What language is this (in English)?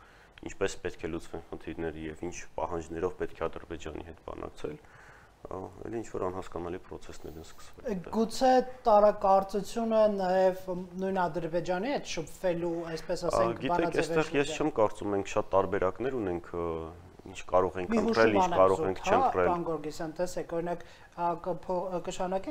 Armenian